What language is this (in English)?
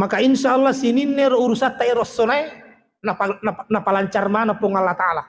Buginese